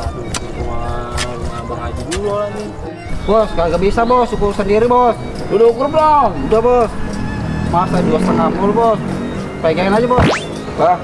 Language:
Betawi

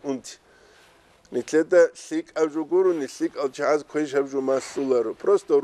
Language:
Avaric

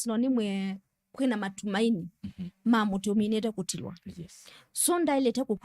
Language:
Kamba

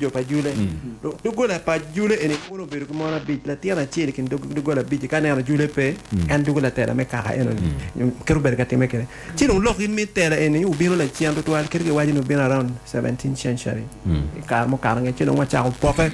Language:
Acoli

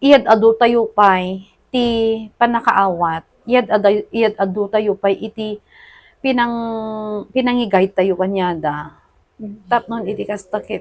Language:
Iloko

